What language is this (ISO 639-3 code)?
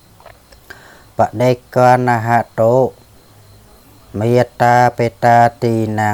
khm